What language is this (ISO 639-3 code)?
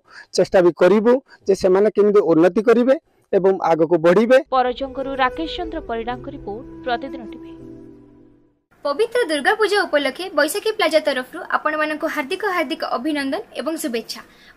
ori